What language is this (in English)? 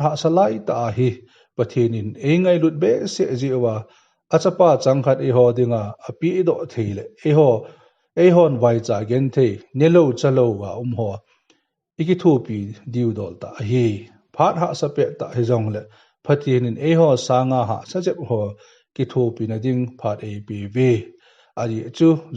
Thado Chin